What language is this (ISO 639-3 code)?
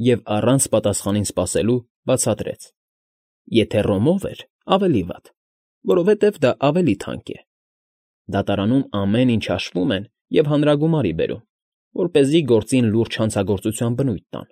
hye